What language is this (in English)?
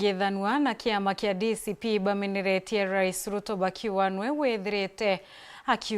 Meru